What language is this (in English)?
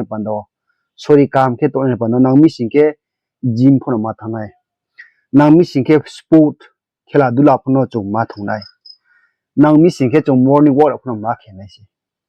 Riang (India)